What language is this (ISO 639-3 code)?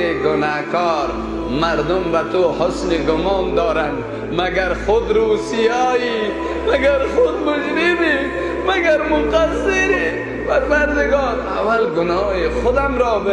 fas